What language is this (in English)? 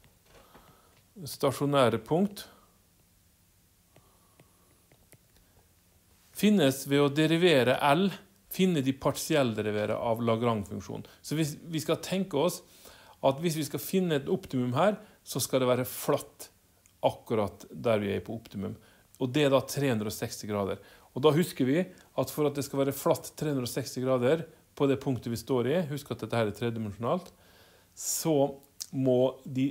Norwegian